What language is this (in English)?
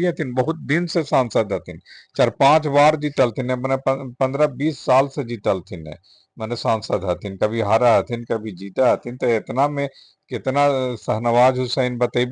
Magahi